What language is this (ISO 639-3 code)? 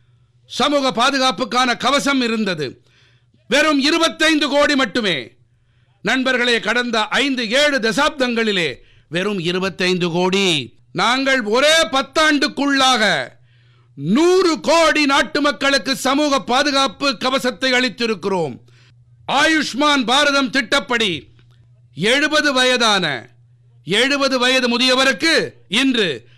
tam